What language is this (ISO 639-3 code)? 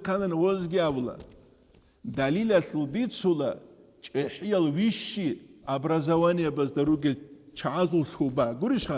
ava